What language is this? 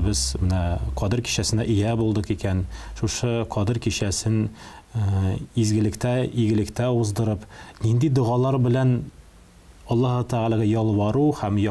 Tatar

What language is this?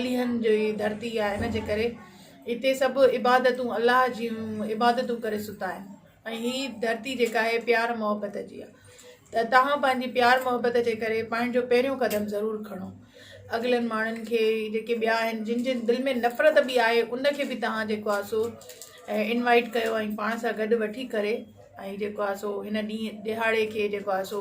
Sindhi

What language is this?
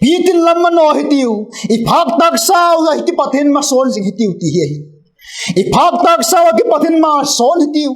Vaiphei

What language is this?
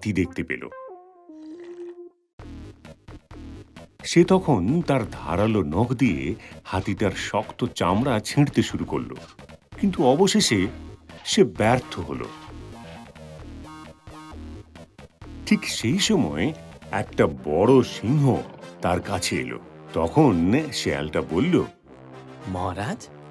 Bangla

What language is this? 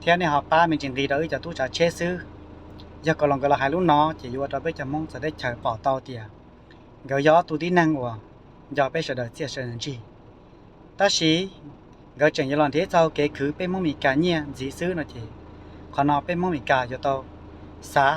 Hmong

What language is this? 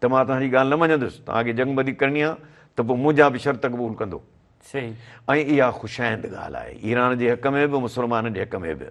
Sindhi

